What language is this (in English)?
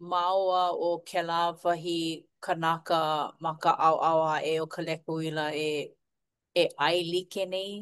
Hawaiian